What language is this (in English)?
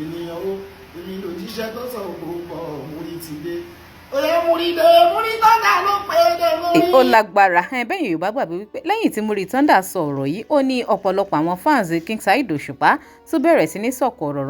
Yoruba